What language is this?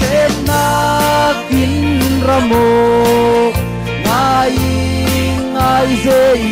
Falam Chin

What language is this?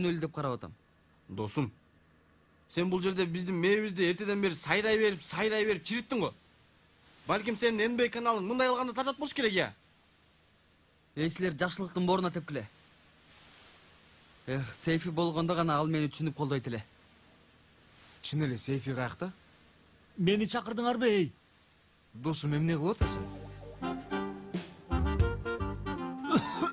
Kyrgyz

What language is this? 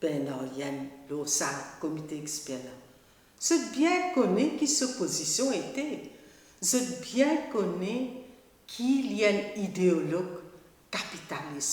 Morisyen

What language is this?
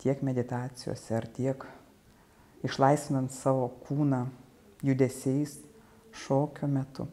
Lithuanian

